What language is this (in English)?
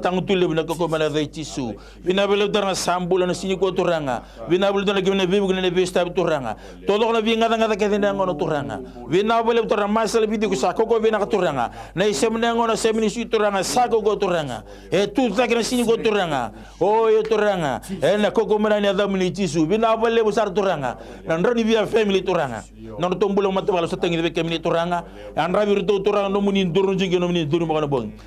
Fijian